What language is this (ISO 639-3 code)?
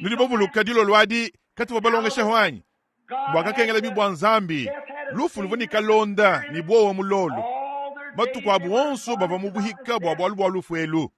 lua